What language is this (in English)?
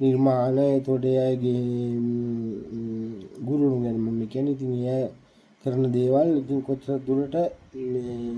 Sinhala